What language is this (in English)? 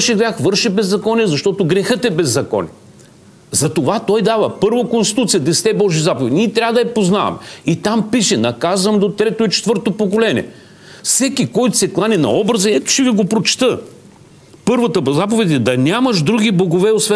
Bulgarian